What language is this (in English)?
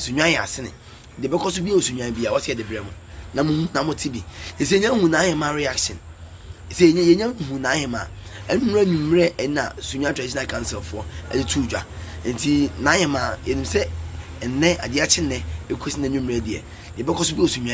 Akan